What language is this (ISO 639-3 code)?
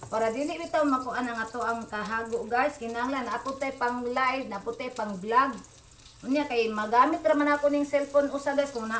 ceb